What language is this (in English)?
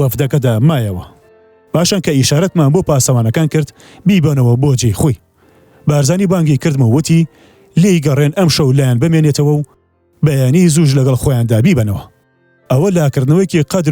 Central Kurdish